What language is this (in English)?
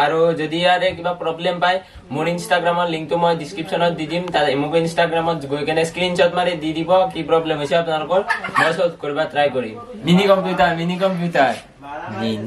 Assamese